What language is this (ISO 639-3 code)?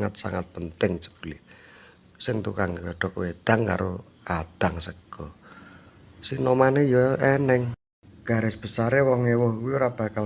jav